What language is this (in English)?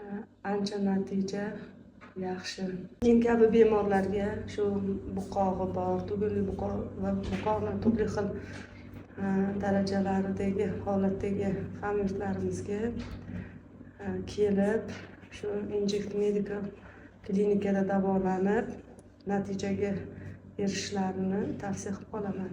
Uzbek